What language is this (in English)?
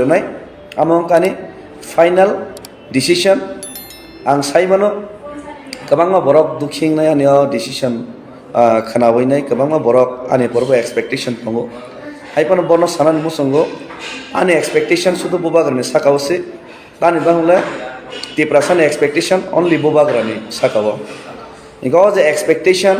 Kok Borok